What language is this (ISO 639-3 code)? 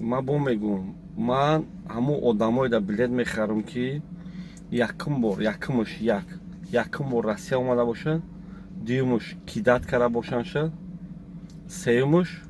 tgk